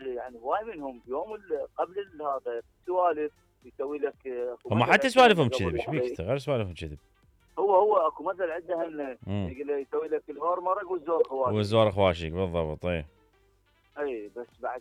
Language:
Mesopotamian Arabic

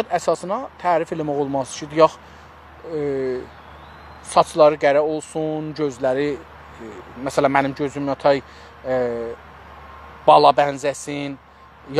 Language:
South Azerbaijani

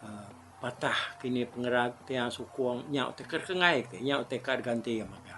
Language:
Iban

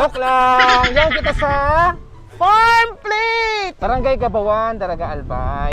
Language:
Bikol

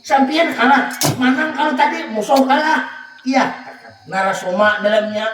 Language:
Banjar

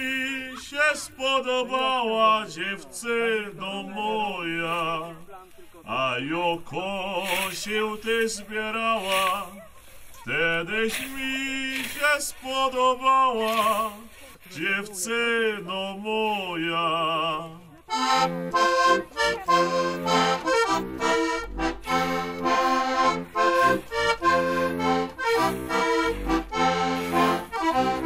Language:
Polish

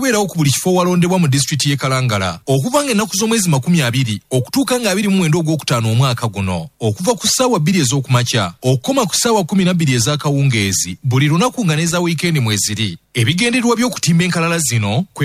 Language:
Ganda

